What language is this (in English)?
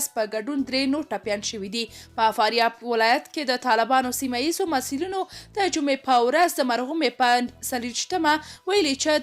Pashto